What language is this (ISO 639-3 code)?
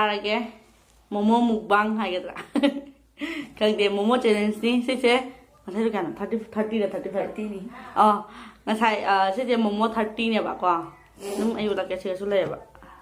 mni